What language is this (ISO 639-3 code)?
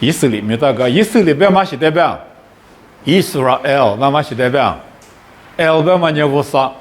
lis